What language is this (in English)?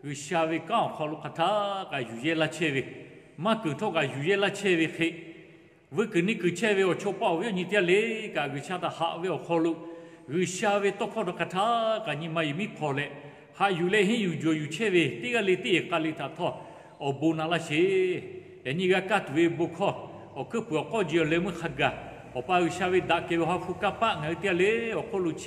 Lahu